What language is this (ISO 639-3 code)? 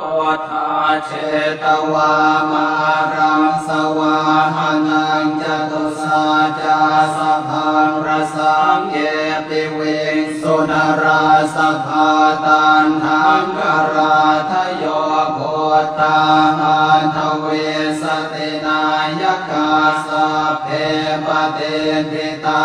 pli